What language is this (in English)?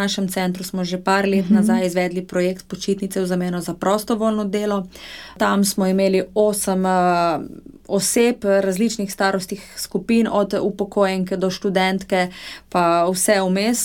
Slovenian